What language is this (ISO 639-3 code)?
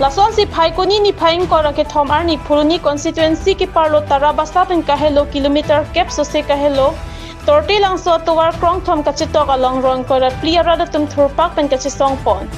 mjw